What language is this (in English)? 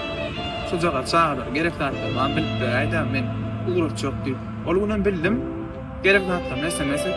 Turkmen